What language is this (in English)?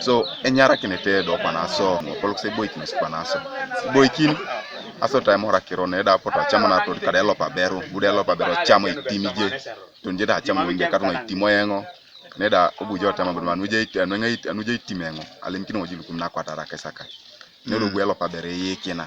Teso